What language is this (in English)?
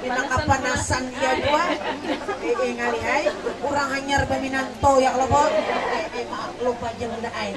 Banjar